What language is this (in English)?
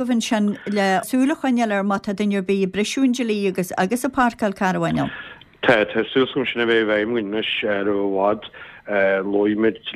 Irish